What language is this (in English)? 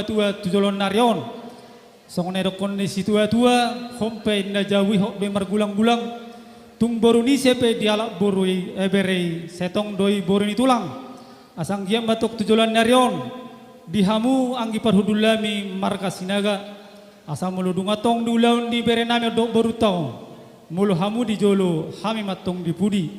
Batak Toba